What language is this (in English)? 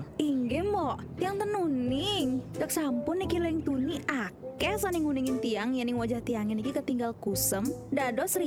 Indonesian